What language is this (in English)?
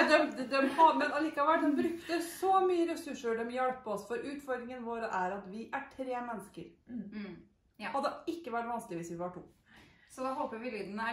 Norwegian